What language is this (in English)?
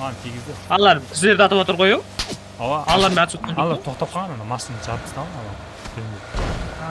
Kara-Kalpak